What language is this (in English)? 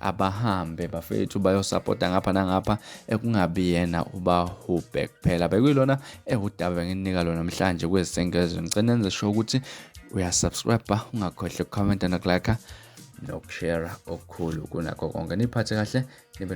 Zulu